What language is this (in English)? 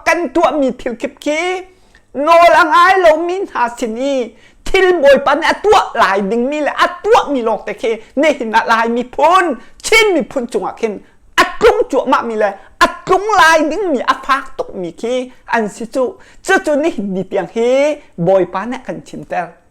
Hakha Chin